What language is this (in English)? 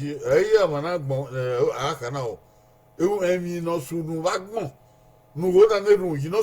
Bini